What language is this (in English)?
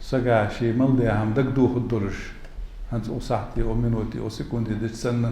Ingush